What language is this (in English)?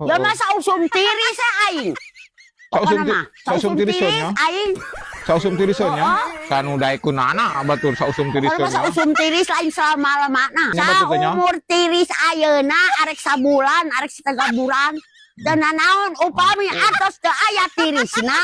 Sundanese